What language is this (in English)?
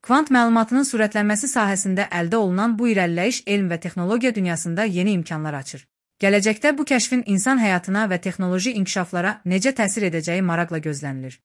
Azerbaijani